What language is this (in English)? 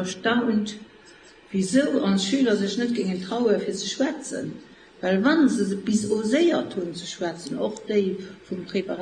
Luxembourgish